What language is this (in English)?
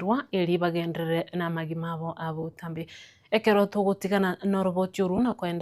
Gusii